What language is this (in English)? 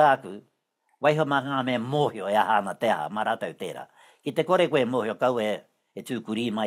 Māori